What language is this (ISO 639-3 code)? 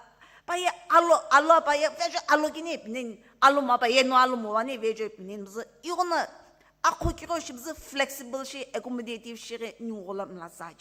nsm